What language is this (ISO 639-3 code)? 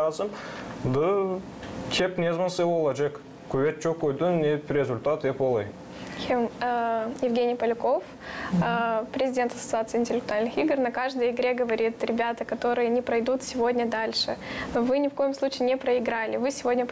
gag